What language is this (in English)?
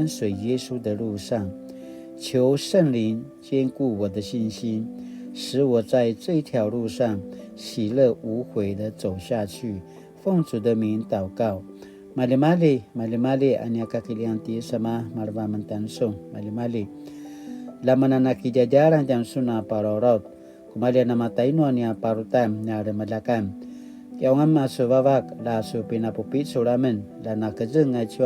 Paiwan